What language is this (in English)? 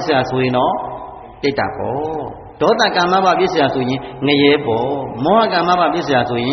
Burmese